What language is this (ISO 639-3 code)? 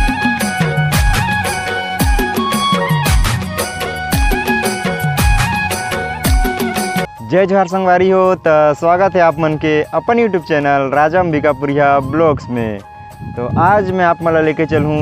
hne